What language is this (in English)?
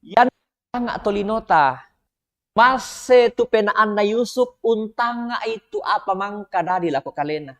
Toraja-Sa'dan